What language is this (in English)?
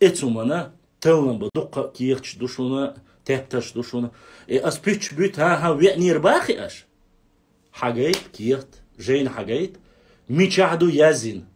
Chechen